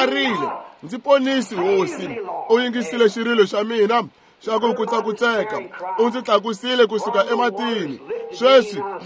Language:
Tsonga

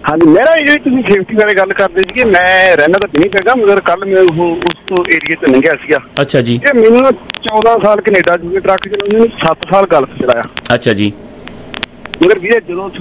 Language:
Punjabi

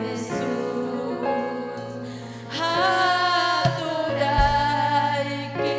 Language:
Ayacucho Quechua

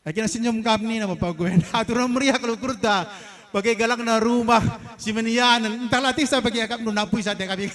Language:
Batak Karo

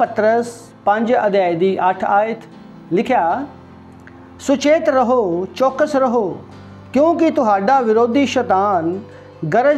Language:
Punjabi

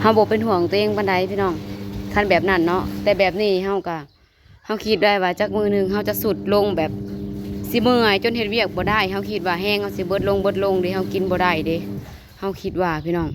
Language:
Northeastern Thai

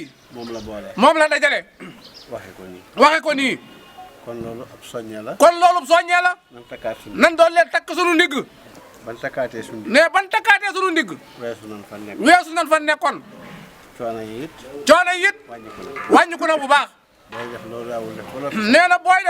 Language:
Wolof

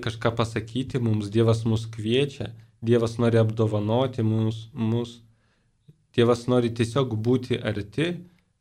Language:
Lithuanian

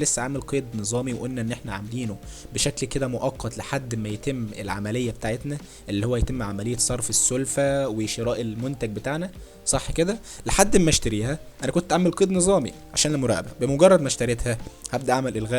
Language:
Egyptian Arabic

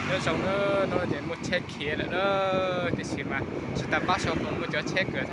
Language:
Hmong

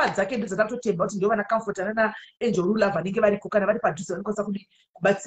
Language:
Shona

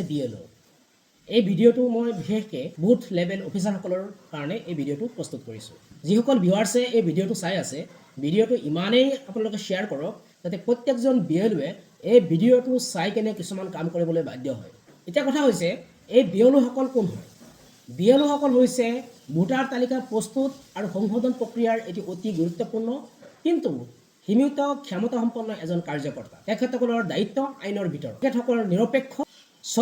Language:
Assamese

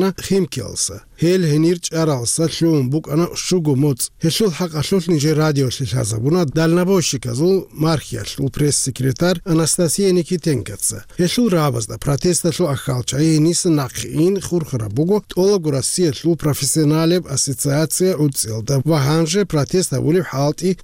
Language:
Avaric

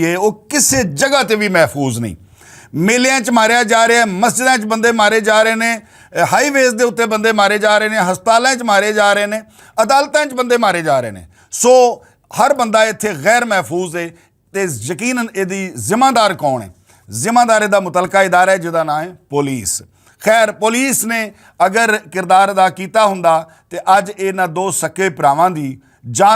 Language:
Western Panjabi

